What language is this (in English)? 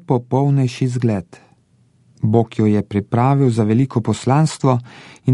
Slovenian